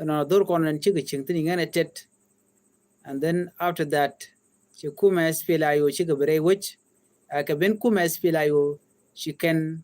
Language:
Nuer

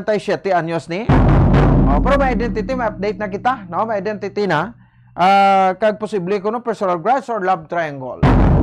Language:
Hiligaynon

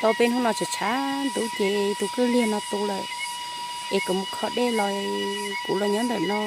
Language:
Hmong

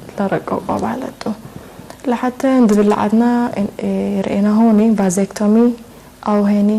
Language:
Tigre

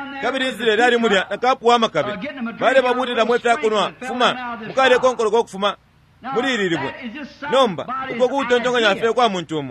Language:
Bemba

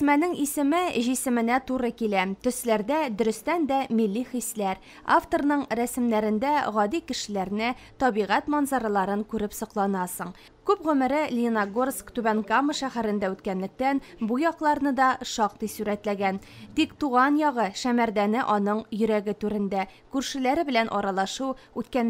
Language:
Tatar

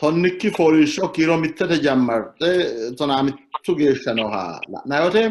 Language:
Sidamo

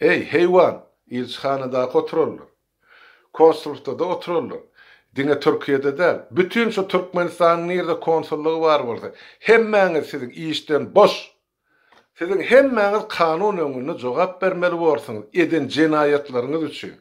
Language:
Turkmen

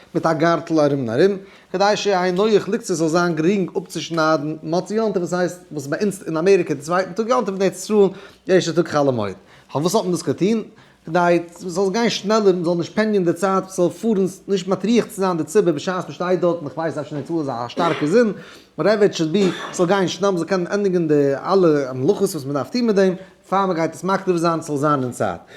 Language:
Yiddish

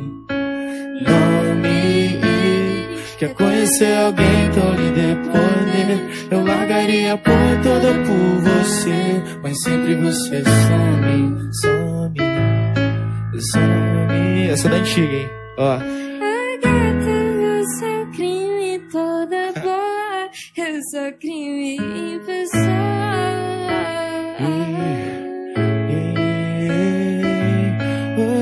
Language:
Portuguese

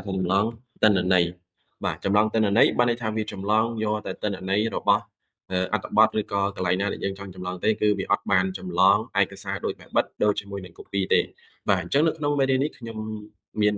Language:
Khmer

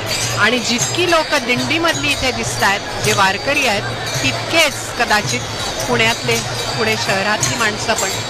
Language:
Marathi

